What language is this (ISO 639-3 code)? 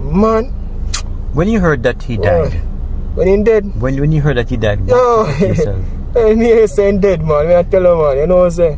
jam